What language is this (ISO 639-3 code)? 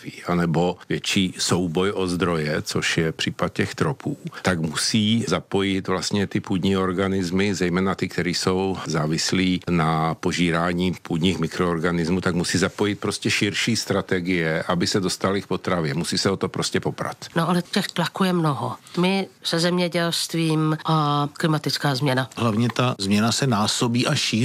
ces